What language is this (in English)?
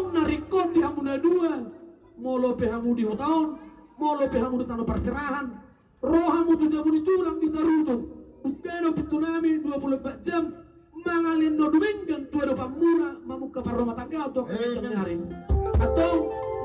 Batak Toba